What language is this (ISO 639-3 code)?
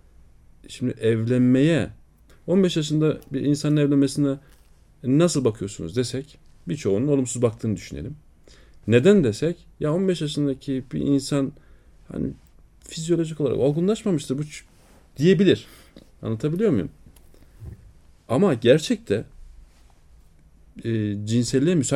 tur